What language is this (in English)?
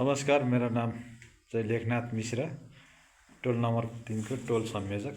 Nepali